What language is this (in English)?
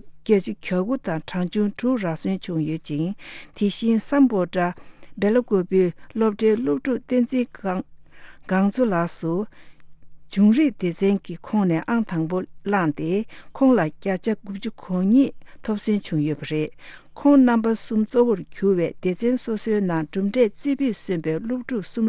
Tibetan